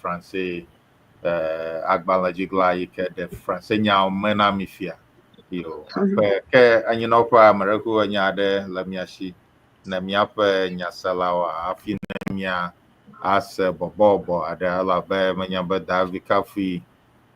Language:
Ewe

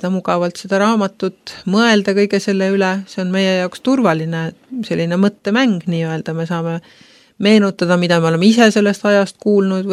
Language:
Estonian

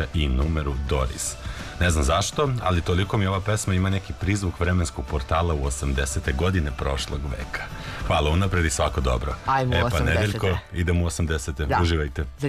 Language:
Serbian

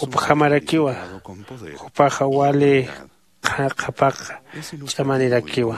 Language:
Aymara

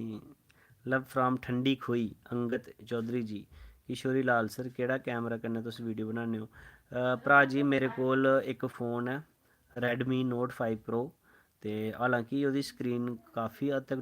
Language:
Dogri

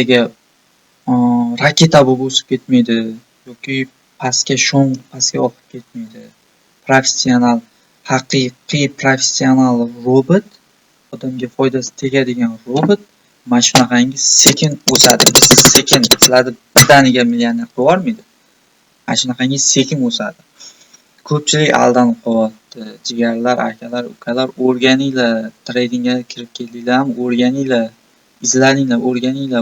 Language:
Uzbek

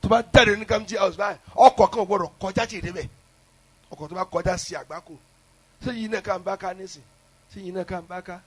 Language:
Yoruba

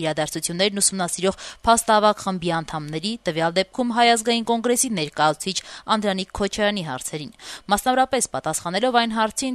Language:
Armenian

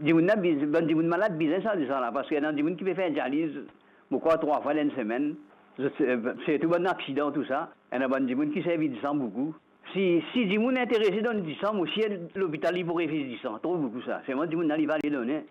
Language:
Morisyen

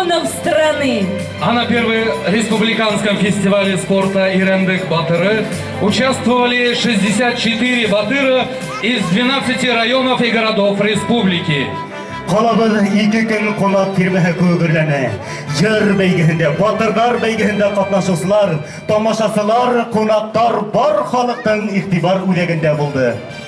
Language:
Bashkir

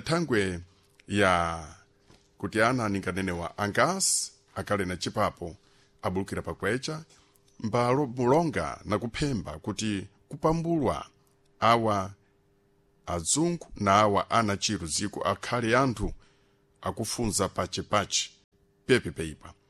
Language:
Sena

